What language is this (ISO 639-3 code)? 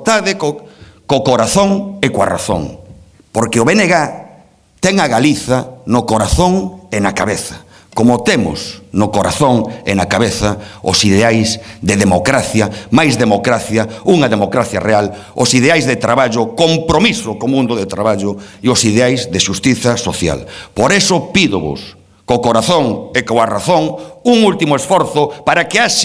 glg